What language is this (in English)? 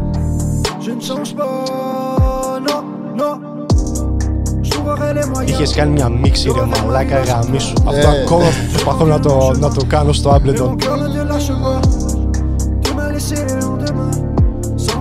Greek